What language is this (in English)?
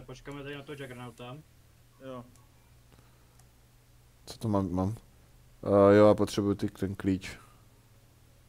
Czech